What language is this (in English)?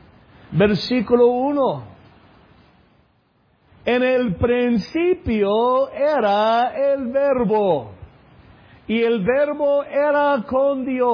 Spanish